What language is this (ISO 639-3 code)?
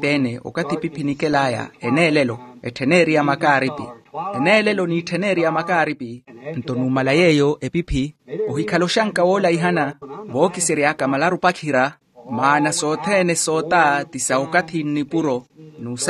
vmw